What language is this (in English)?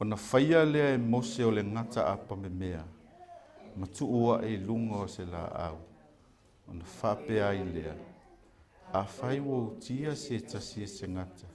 Samoan